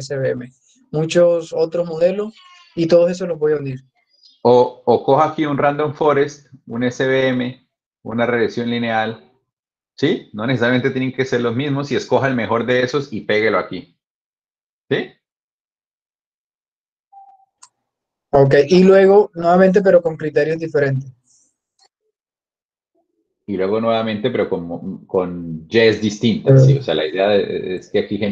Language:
Spanish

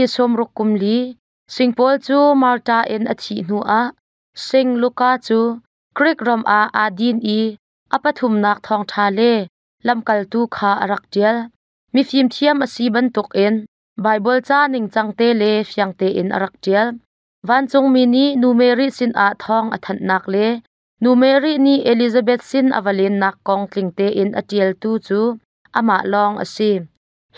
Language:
Hakha Chin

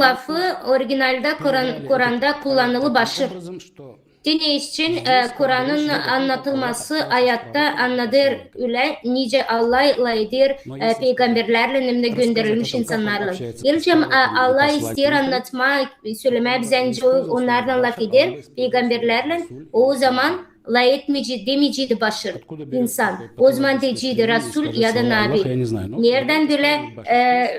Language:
Gagauz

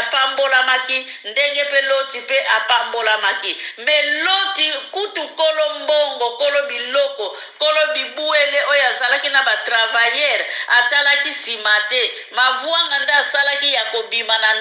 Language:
Lingala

